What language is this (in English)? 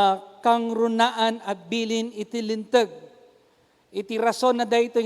Iloko